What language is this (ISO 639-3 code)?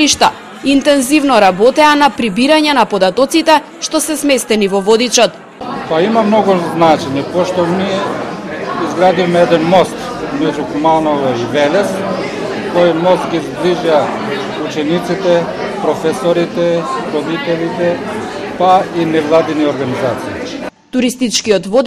mkd